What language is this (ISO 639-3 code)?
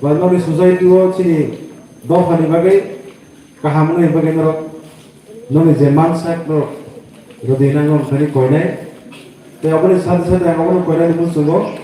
trp